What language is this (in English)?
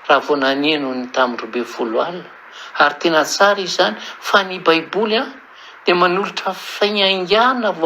Malagasy